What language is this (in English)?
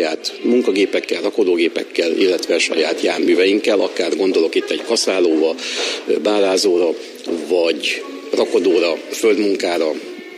Hungarian